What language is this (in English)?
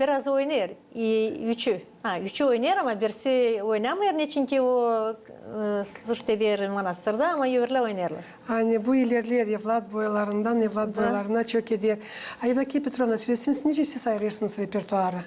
Gagauz